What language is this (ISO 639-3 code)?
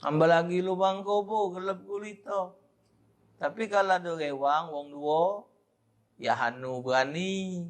mui